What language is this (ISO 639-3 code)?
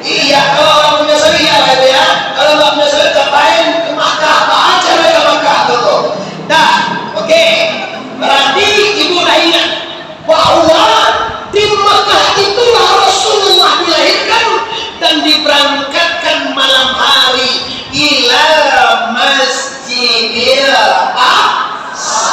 min